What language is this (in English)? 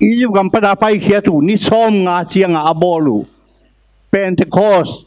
Tedim Chin